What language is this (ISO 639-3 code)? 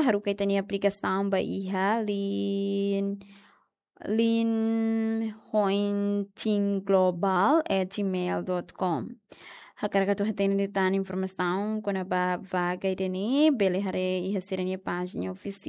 tet